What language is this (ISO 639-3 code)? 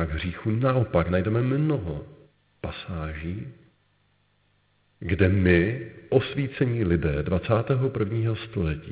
ces